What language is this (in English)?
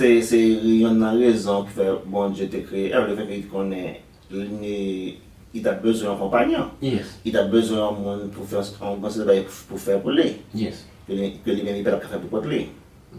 Haitian Creole